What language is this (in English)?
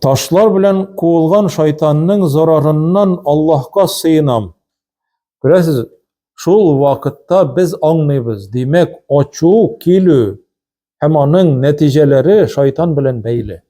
Tatar